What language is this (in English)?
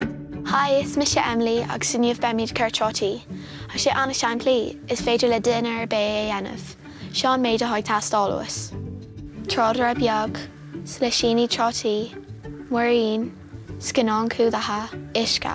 Irish